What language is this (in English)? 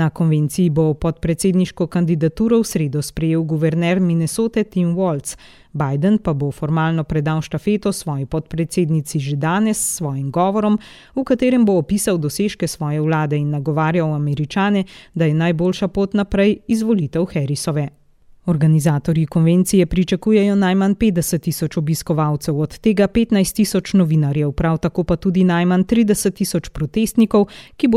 Slovenian